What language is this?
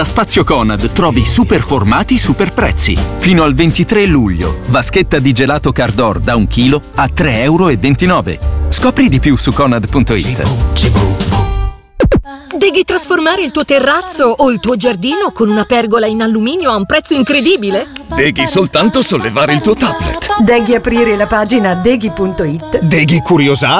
Italian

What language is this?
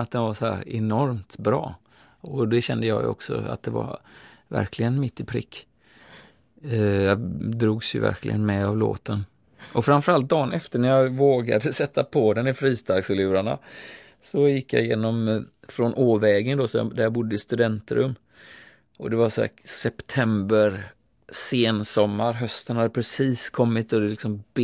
Swedish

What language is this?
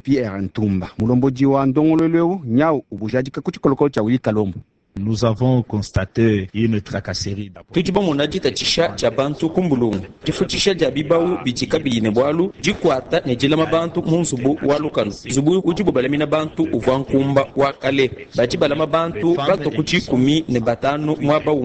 Luba-Lulua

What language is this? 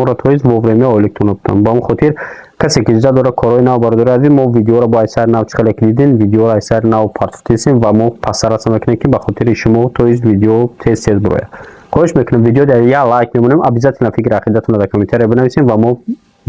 Tajik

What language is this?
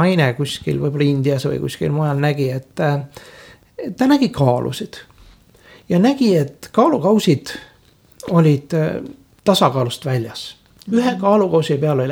Estonian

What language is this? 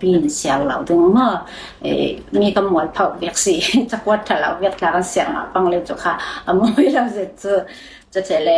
Falam Chin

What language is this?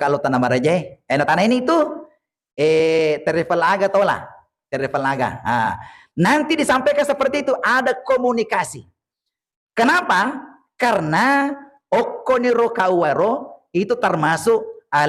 Buginese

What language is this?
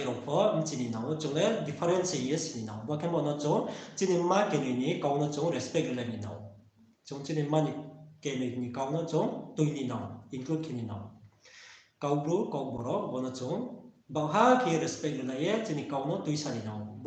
Riang (India)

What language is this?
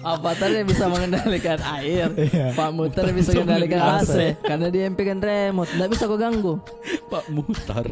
Makassar Malay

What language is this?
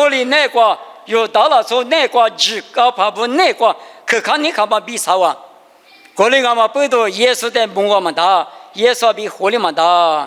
Lisu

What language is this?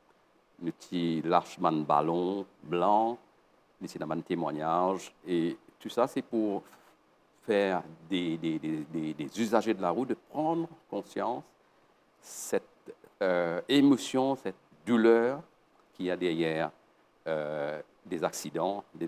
Morisyen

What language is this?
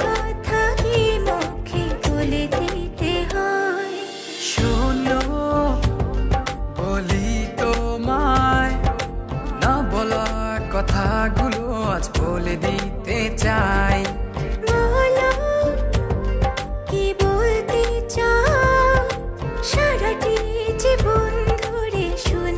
Bangla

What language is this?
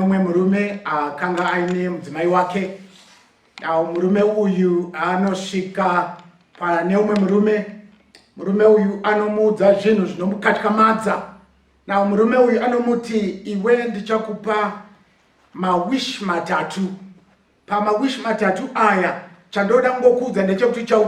Shona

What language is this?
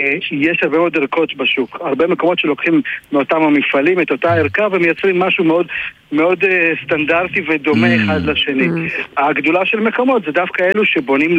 Hebrew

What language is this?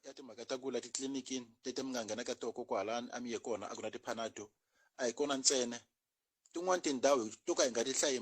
Tsonga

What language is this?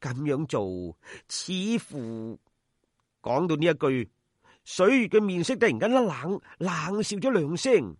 Cantonese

